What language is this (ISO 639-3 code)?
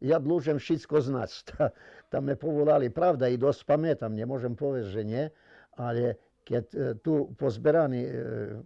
rue